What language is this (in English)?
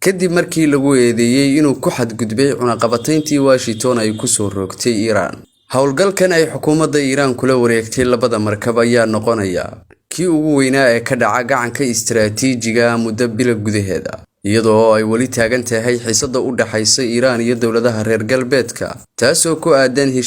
Somali